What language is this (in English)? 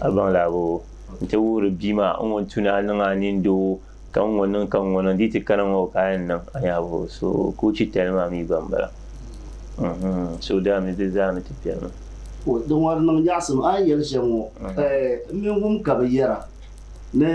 Dagbani